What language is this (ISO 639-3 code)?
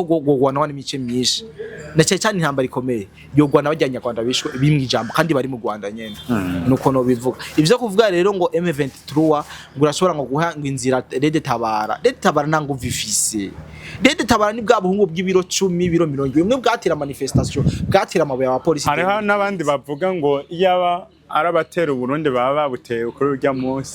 run